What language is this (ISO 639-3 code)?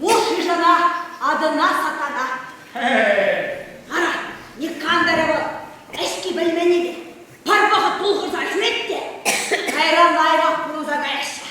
chv